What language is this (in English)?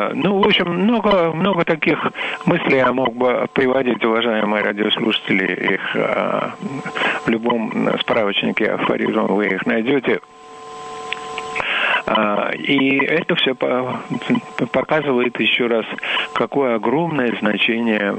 Russian